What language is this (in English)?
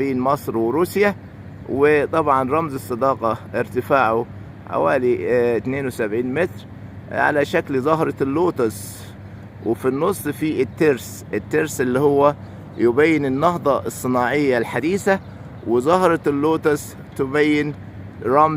Egyptian Arabic